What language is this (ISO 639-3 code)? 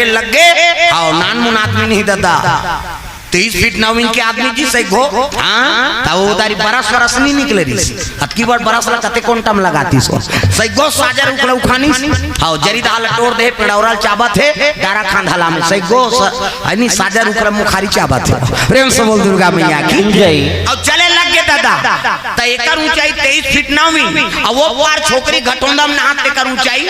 hne